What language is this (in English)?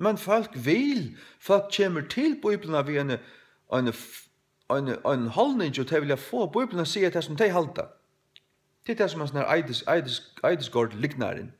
Faroese